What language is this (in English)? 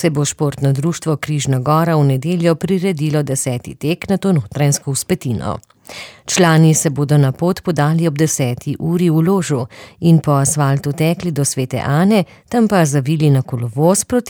Slovenian